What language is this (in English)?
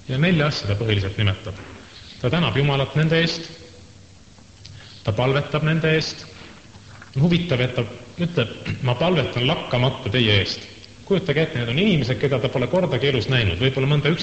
Estonian